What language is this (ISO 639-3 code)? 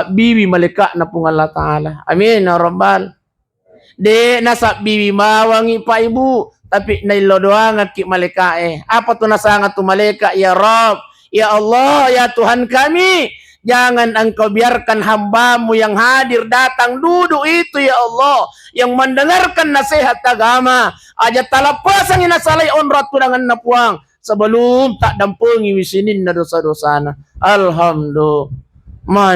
bug